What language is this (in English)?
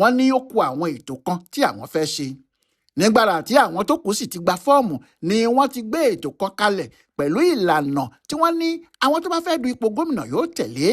Yoruba